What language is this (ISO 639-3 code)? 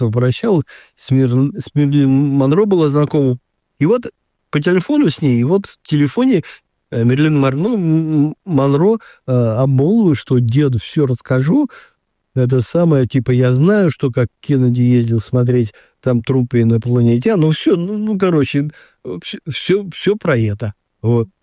rus